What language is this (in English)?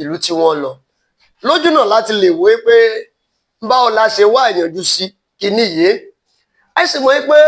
Yoruba